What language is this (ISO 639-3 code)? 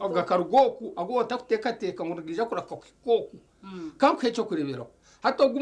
nyn